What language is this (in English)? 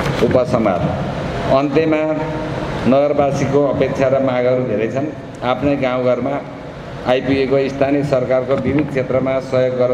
Nepali